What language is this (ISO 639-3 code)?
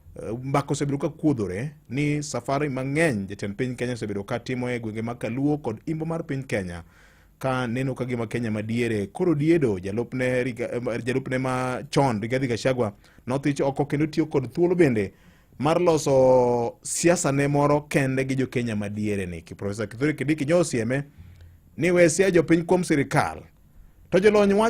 luo